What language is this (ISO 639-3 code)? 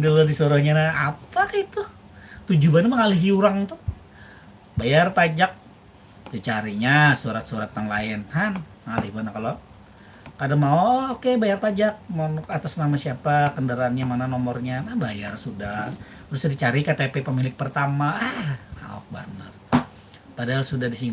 bjn